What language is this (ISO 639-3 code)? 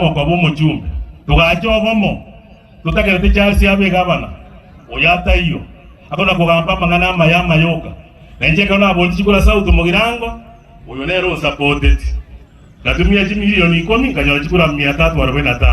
guz